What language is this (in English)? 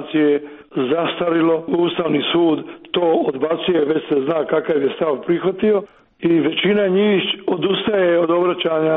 Croatian